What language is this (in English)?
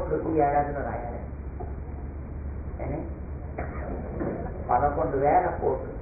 Telugu